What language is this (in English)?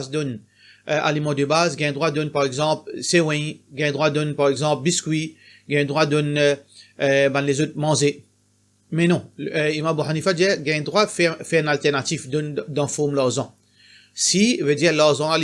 Morisyen